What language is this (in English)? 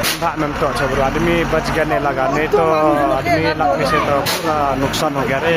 Khasi